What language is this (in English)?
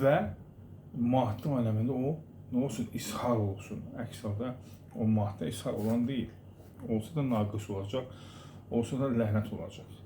Azerbaijani